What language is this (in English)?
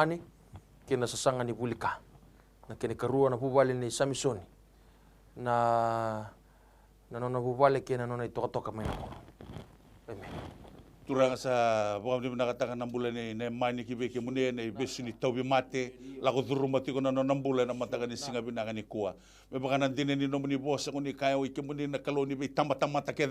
Fijian